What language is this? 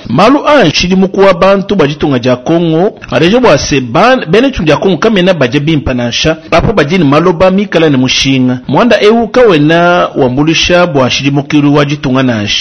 Luba-Lulua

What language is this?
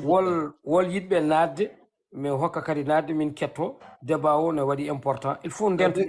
Fula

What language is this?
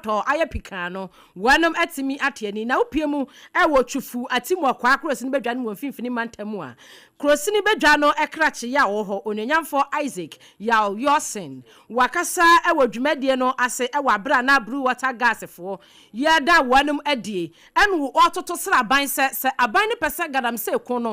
Akan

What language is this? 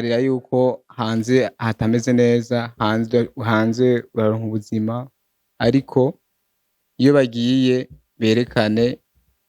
Rundi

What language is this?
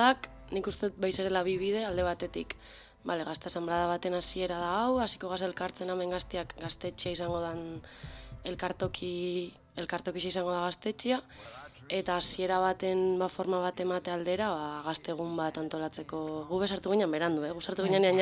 Basque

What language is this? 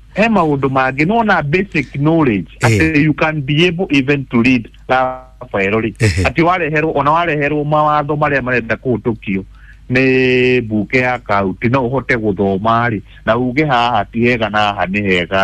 Kikuyu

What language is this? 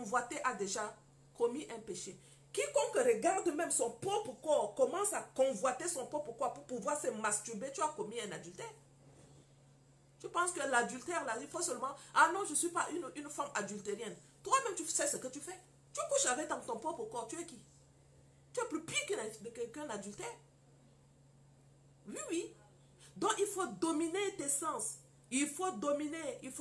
French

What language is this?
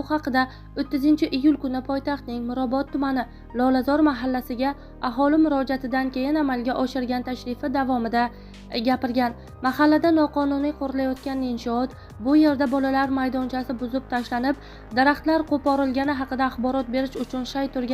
Uzbek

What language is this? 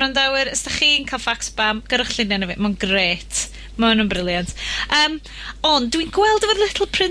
Welsh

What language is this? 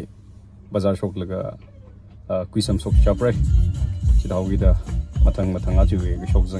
Tangkhul Naga (India)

